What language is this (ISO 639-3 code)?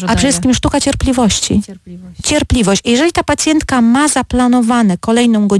pol